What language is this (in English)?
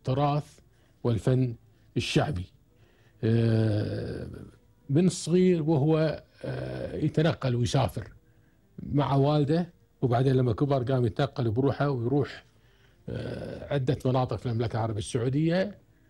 Gulf Arabic